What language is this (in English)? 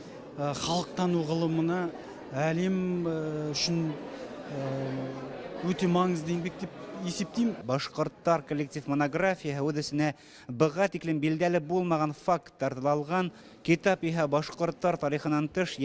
Bashkir